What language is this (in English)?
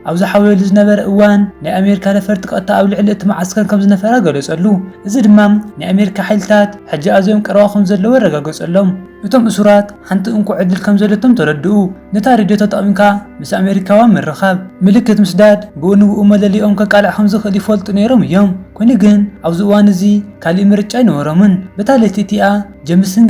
Tigrinya